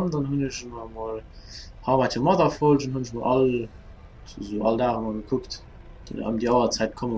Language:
Luxembourgish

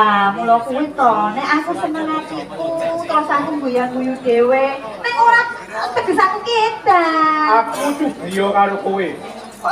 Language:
Javanese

